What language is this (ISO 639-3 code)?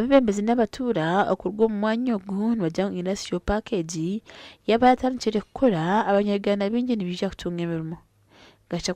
nyn